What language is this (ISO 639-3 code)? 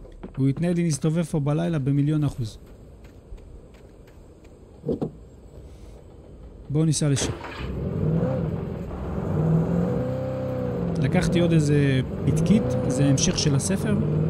heb